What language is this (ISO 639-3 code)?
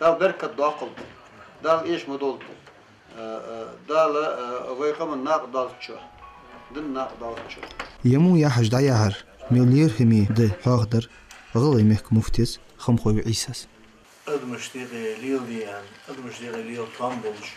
inh